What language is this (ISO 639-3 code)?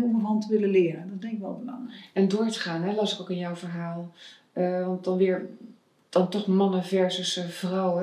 nld